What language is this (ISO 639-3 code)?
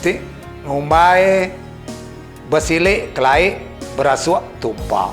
iba